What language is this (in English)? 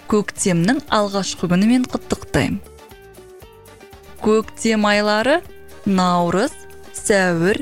Kazakh